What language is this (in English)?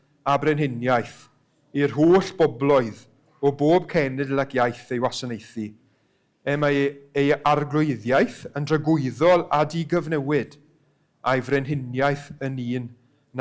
Welsh